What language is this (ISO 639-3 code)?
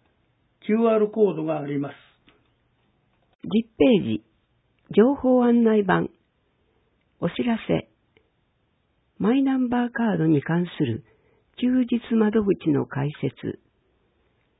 jpn